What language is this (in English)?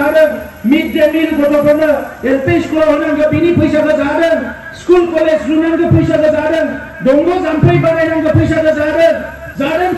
Bodo